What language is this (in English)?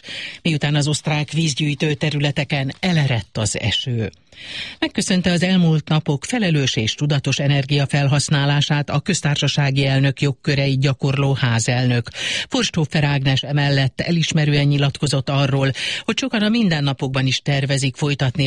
Hungarian